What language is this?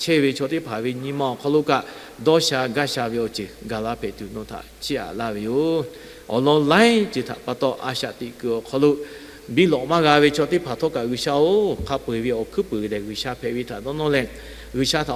Lahu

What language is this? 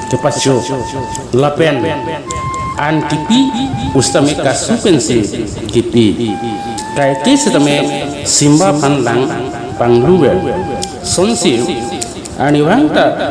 Karbi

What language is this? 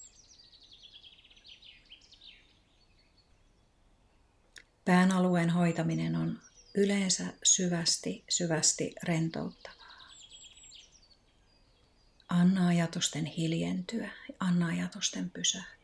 Finnish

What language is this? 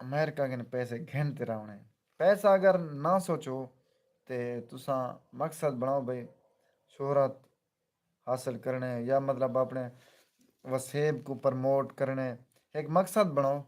Saraiki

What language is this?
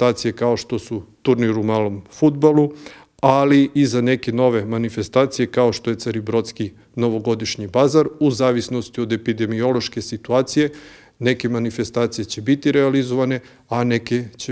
Serbian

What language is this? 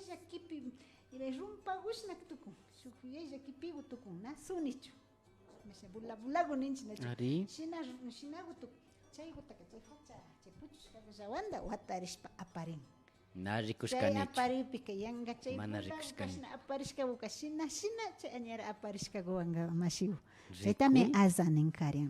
Imbabura Highland Quichua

